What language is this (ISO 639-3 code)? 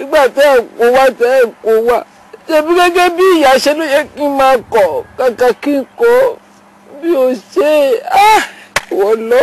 yor